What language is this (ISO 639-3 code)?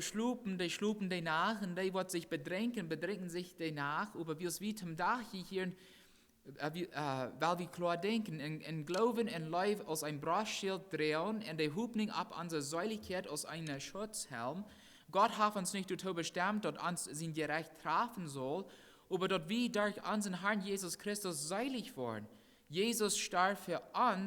pdt